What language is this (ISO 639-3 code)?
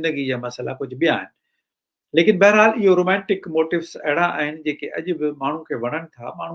snd